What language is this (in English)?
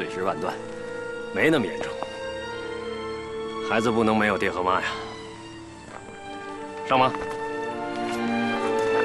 Chinese